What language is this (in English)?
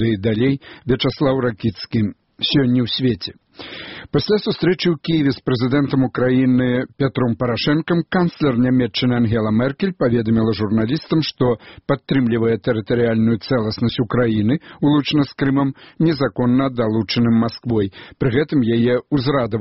Belarusian